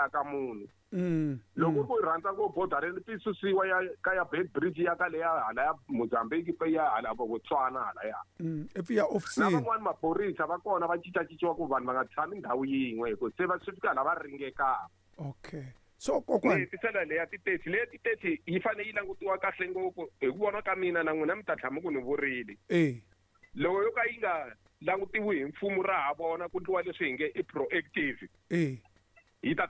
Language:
Tsonga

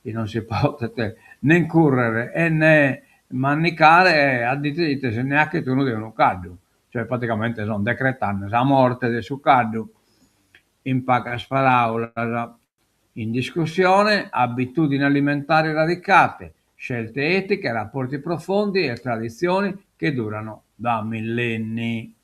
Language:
Sardinian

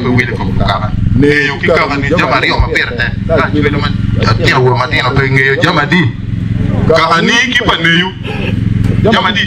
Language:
Acoli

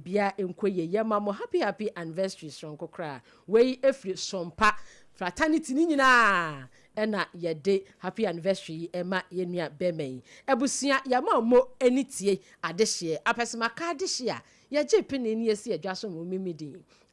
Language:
Akan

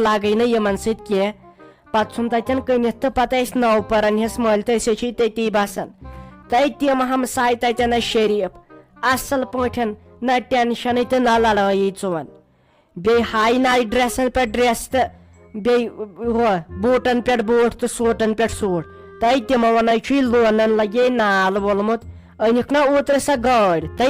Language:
Kashmiri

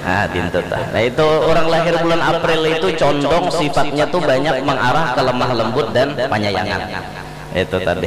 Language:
Banjar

